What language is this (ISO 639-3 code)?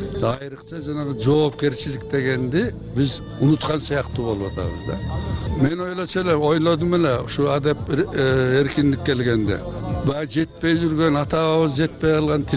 kir